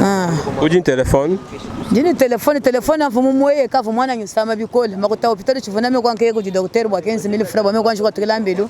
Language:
Luba-Lulua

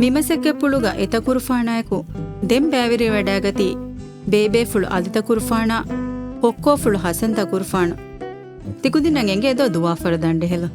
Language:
Divehi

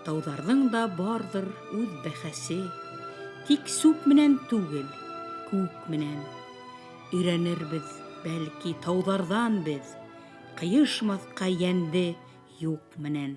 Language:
Bashkir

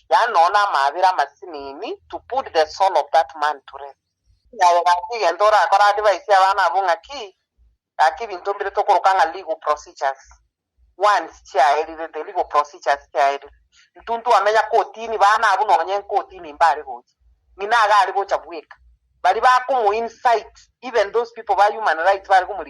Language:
Gusii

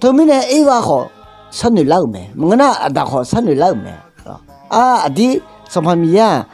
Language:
Akha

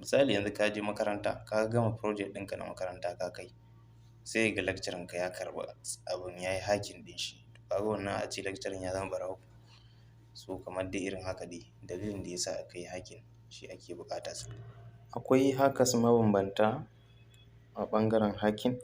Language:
Hausa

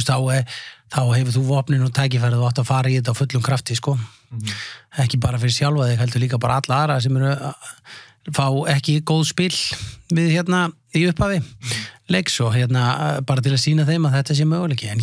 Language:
Icelandic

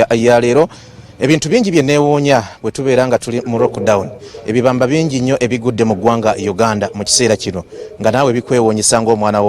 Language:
Ganda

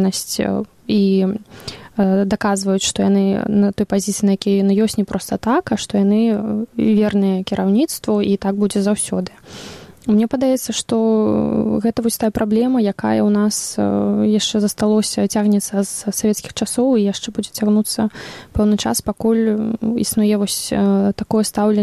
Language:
Belarusian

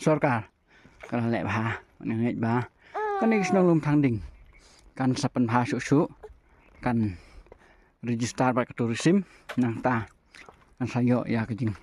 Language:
Khasi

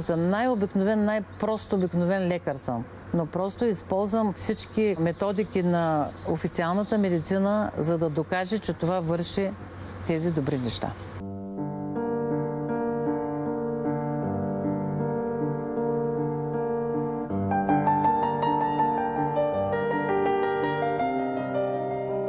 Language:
Bulgarian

